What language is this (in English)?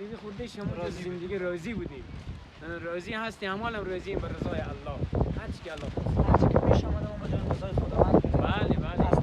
Persian